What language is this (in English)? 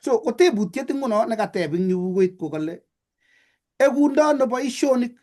Kalenjin